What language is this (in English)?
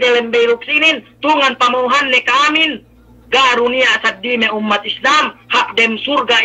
Yakan